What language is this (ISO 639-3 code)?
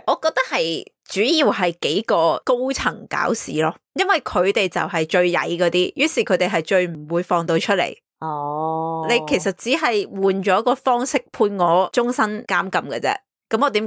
yue